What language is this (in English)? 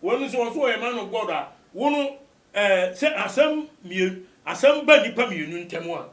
Akan